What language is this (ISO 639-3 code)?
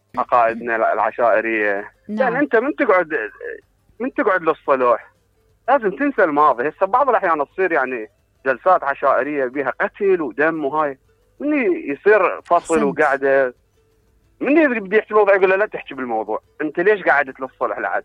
acm